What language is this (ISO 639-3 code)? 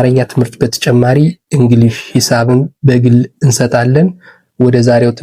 amh